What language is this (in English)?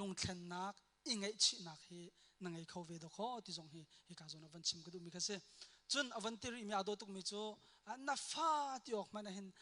Hakha Chin